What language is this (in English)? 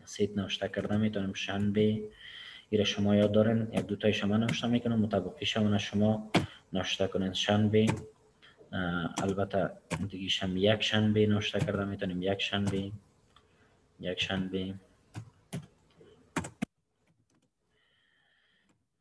Persian